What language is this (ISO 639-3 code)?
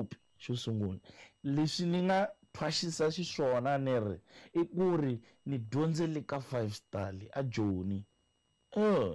tso